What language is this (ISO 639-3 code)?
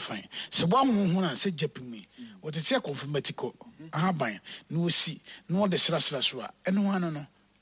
aka